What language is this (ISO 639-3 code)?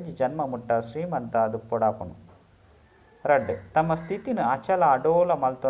tcy